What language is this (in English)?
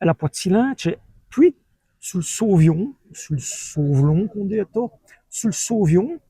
Walloon